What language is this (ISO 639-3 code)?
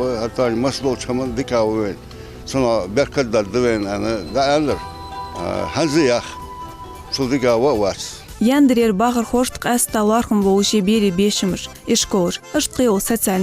inh